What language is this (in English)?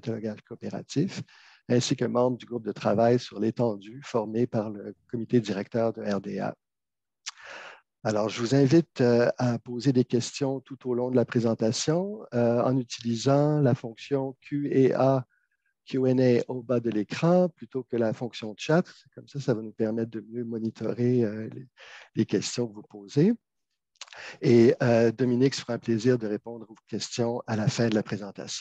French